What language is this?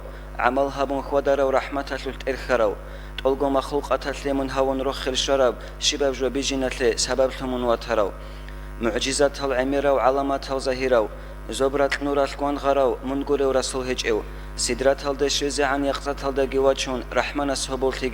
Avaric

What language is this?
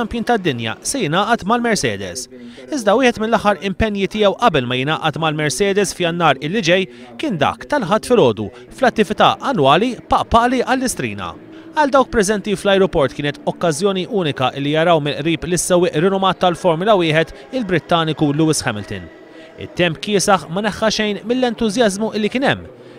Maltese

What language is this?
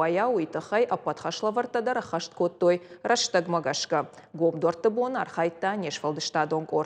Ossetic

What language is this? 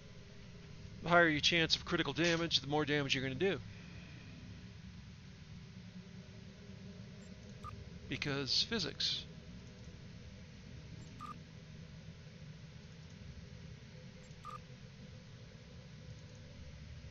English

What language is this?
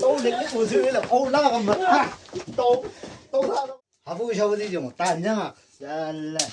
Chang Naga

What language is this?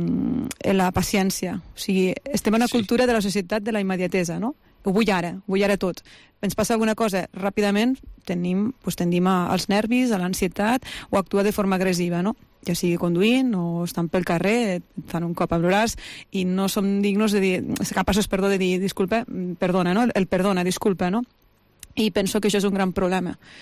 Catalan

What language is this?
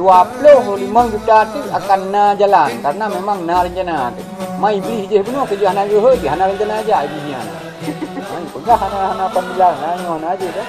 Achinese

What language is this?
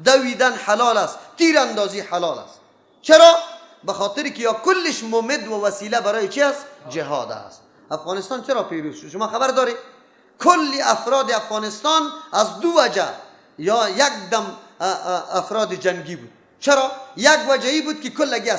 Persian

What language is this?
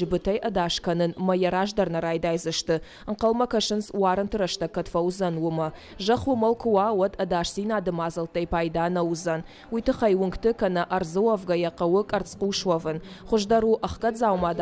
Ossetic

